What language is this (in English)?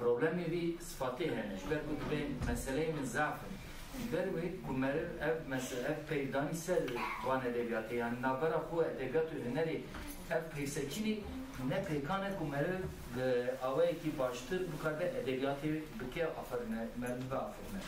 Kurdish